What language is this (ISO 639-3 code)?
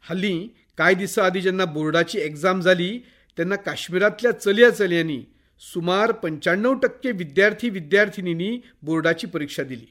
kok